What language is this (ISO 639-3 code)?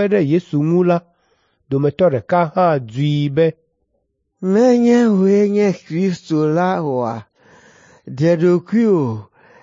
ewe